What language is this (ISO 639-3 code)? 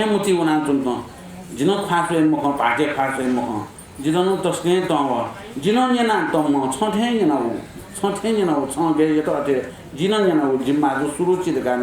new